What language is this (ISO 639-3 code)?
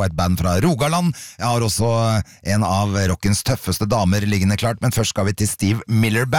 nor